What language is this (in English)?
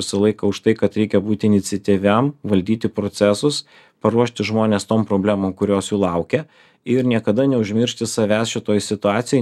Lithuanian